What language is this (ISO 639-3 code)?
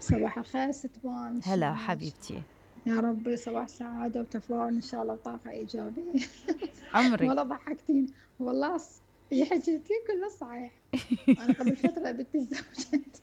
acm